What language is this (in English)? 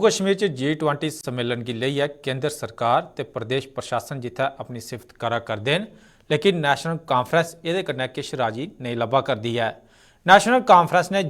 Dogri